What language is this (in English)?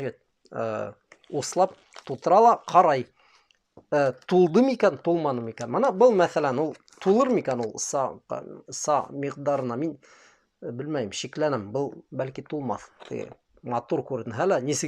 Bashkir